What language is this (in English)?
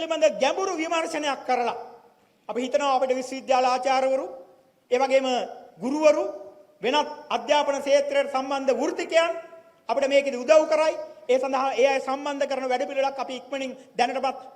Sinhala